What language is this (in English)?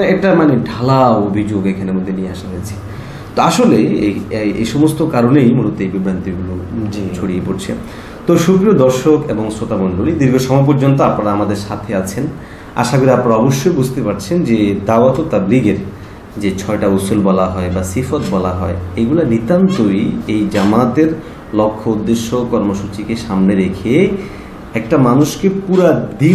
Bangla